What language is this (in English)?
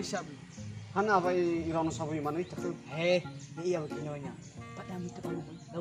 Nias